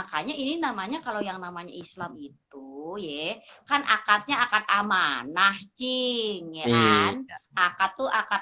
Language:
Betawi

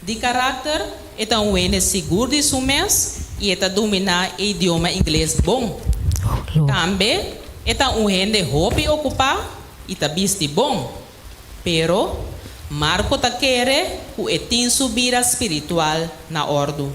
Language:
Papiamento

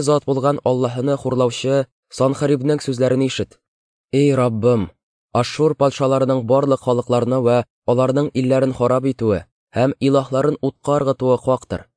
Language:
Tatar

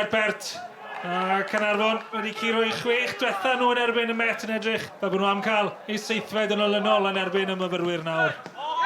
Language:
Welsh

